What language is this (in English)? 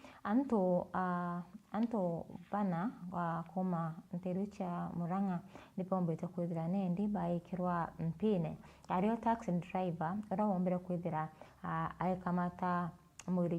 Meru